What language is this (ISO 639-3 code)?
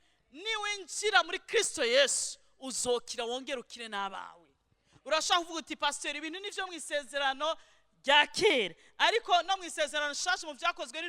run